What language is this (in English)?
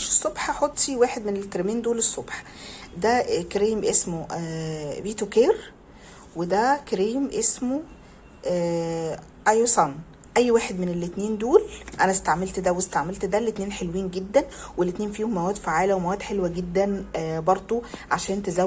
Egyptian Arabic